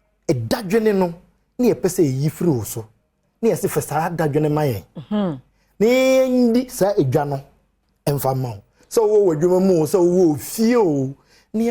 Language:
Akan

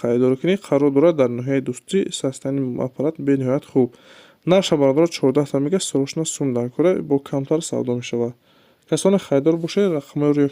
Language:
Tajik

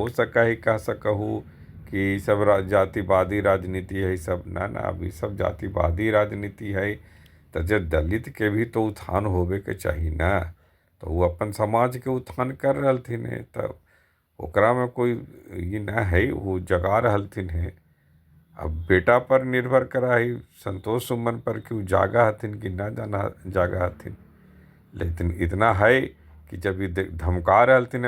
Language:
Magahi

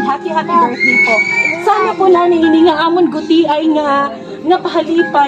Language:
Waray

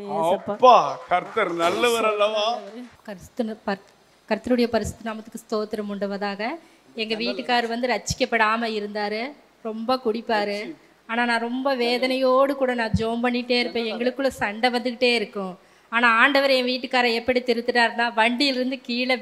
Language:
Tamil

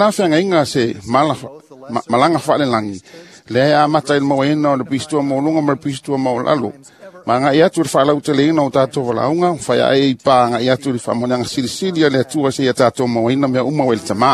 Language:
Samoan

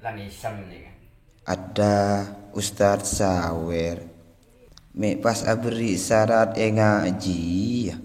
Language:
Madurese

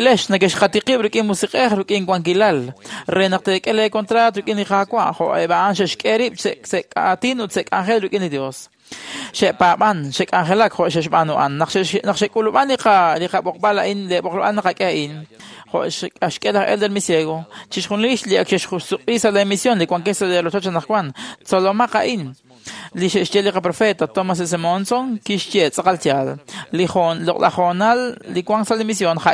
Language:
Kekchí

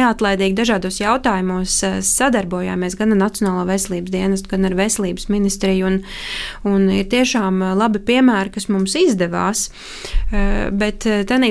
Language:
Latvian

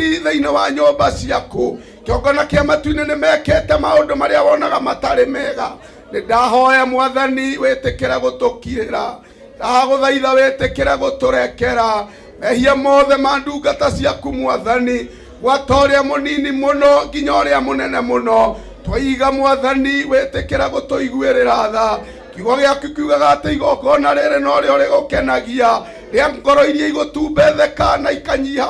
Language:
Kikuyu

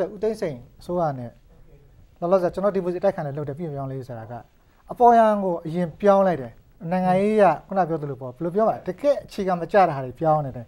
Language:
Burmese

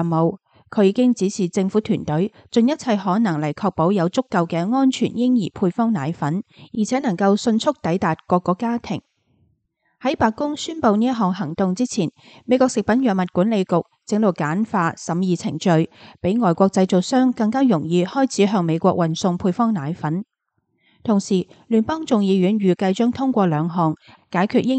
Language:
Cantonese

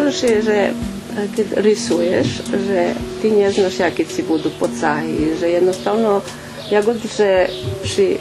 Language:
Rusyn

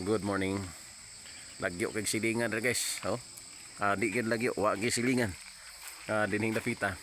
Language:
Cebuano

